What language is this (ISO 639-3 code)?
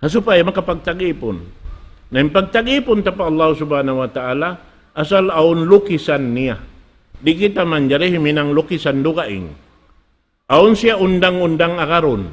tsg